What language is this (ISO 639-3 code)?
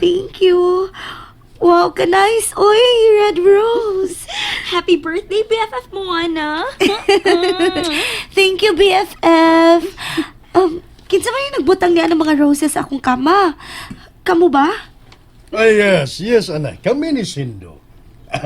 ceb